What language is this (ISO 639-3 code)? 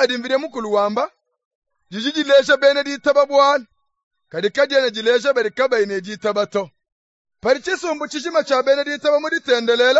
lua